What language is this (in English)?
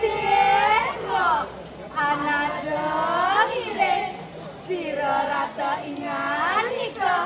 Balinese